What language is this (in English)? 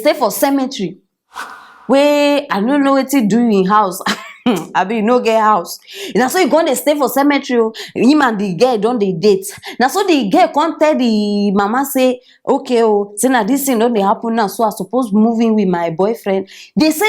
Nigerian Pidgin